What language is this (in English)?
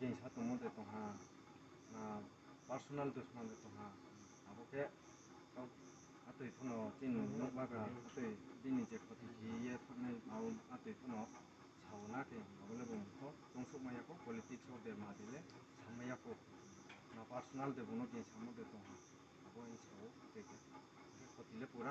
Kok Borok